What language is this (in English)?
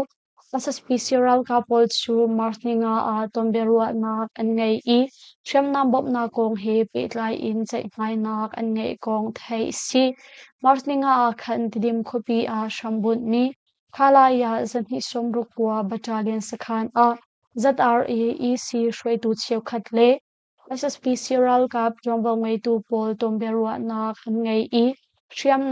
Hakha Chin